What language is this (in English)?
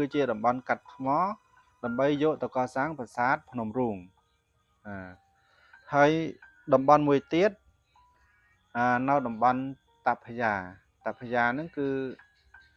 Khmer